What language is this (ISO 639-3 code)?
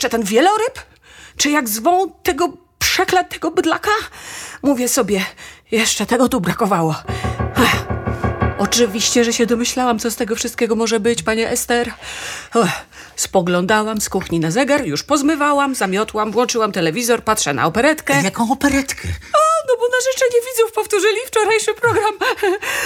pol